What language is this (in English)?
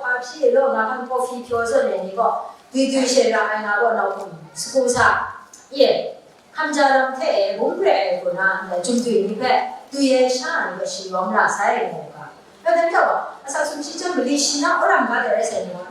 Kachin